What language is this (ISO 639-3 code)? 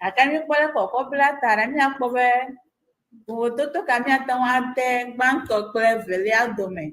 ewe